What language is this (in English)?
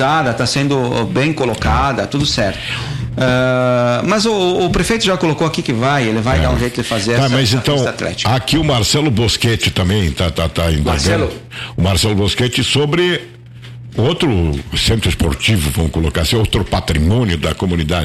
Portuguese